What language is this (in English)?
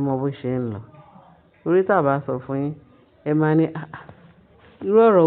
Yoruba